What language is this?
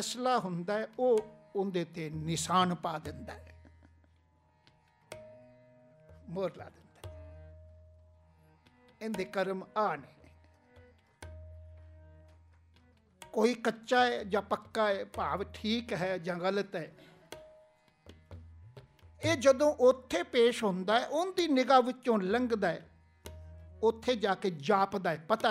Punjabi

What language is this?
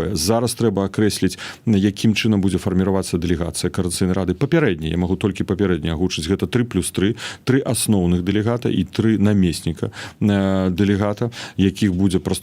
Belarusian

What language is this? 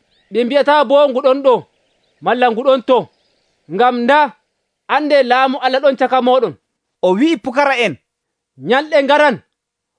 Nigerian Fulfulde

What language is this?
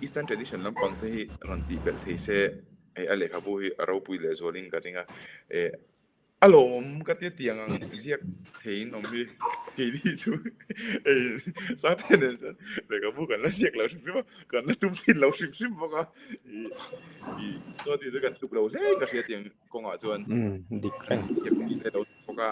Mizo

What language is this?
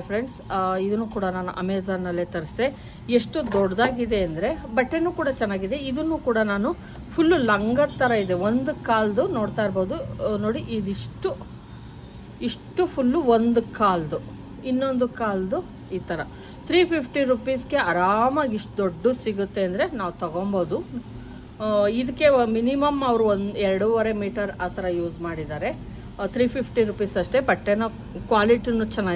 Kannada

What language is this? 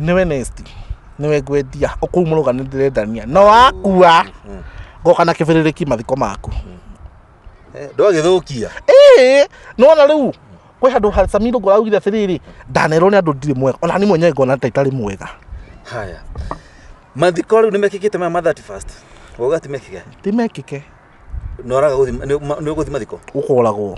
Kikuyu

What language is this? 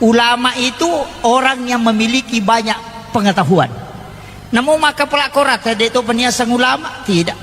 Buginese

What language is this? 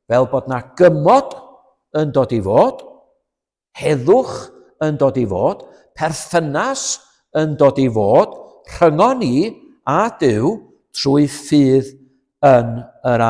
Welsh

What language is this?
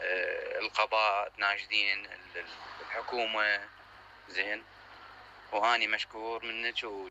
Mesopotamian Arabic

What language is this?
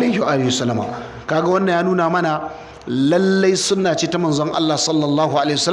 Hausa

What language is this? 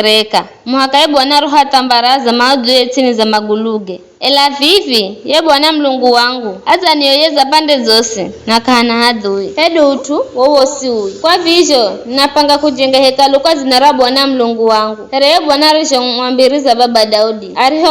Giryama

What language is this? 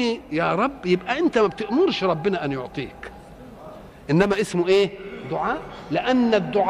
Egyptian Arabic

